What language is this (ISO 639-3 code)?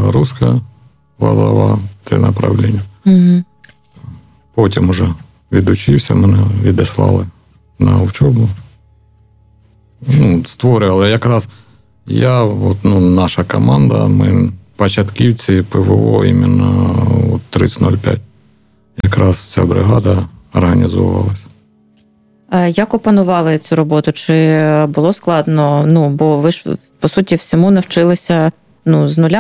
ukr